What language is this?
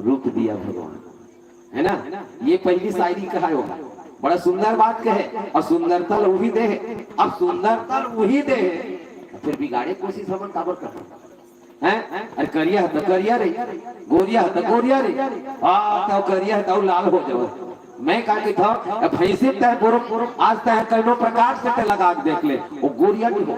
Chhattisgarhi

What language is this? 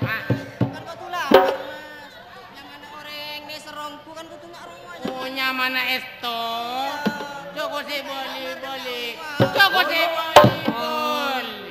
Madurese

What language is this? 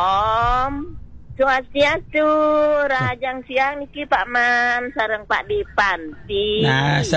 Balinese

